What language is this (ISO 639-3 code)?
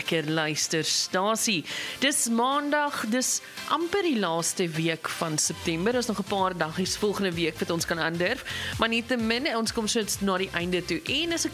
afr